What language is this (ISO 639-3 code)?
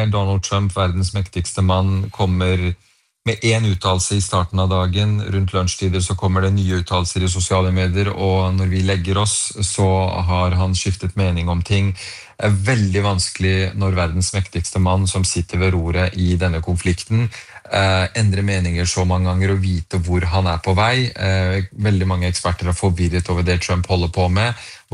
nor